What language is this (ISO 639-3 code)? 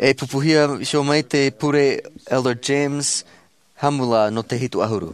tah